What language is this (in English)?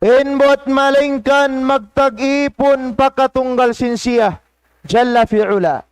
Tausug